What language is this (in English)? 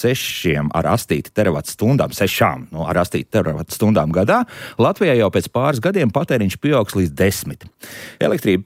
Latvian